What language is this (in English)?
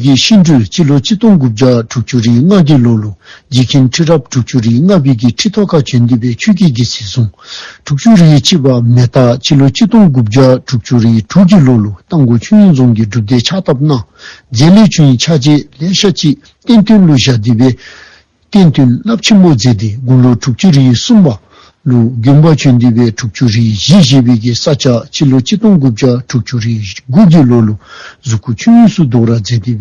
Dzongkha